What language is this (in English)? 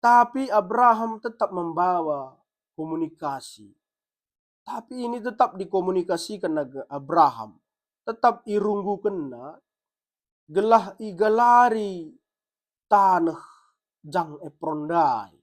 Batak Karo